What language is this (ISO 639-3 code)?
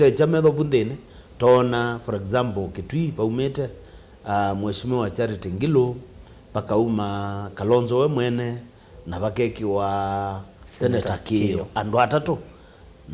kam